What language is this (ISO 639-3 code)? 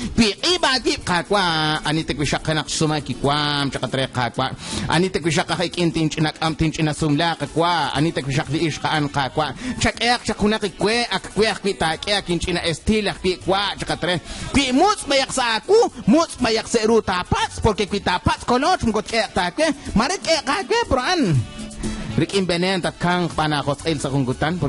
kek